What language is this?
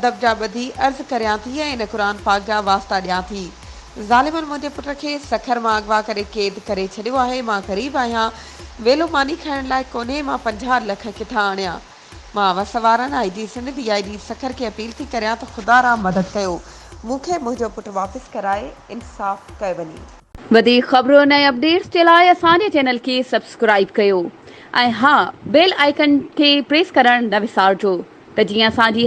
Sindhi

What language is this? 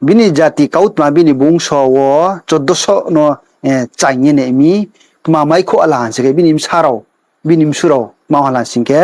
Riang (India)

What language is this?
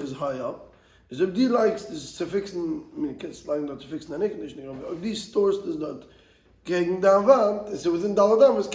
Yiddish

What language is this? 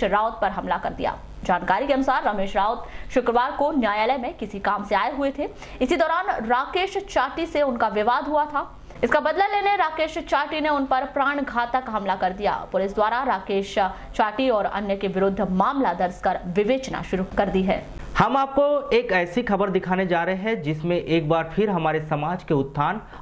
Hindi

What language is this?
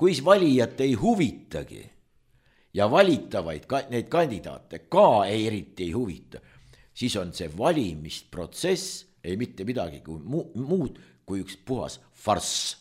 Estonian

